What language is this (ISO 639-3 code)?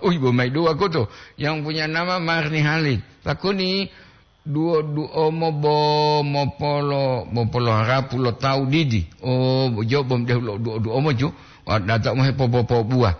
gor